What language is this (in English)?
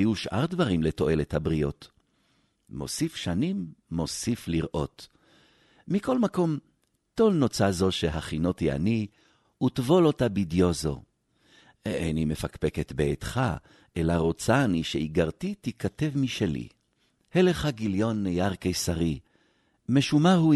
Hebrew